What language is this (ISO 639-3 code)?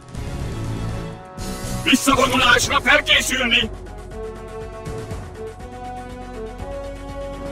hun